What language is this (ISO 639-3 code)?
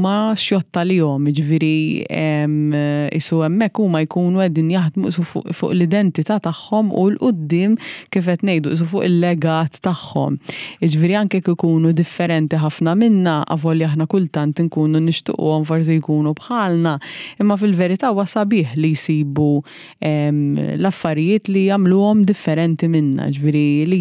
mlt